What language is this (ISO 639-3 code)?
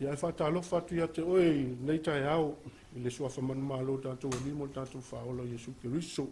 smo